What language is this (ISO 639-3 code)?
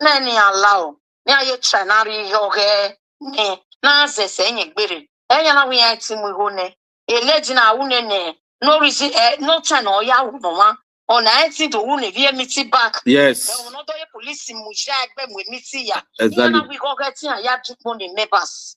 pcm